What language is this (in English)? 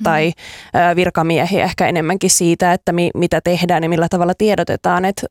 Finnish